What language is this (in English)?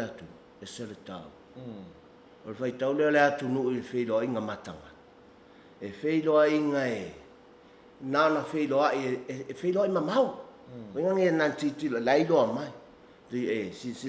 Samoan